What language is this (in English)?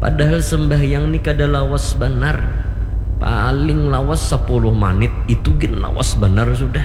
Banjar